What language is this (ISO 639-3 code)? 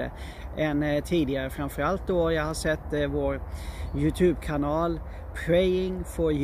swe